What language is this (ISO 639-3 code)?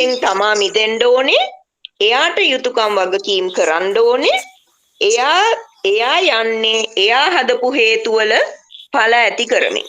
sin